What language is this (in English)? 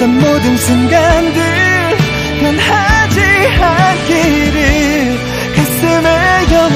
Korean